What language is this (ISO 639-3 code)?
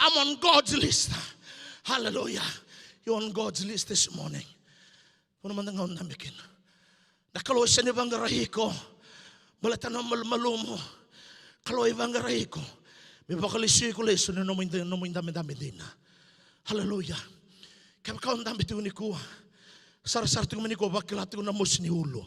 fij